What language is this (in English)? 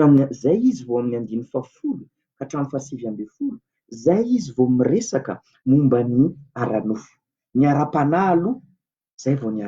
Malagasy